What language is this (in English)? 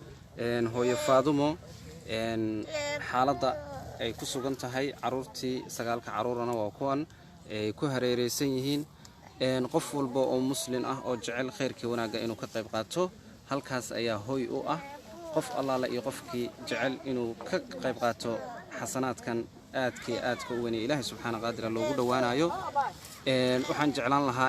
Somali